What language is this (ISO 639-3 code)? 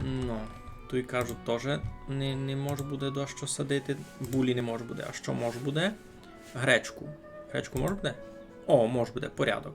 rue